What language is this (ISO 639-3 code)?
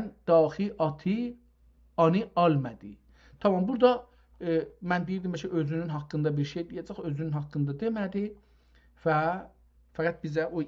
azb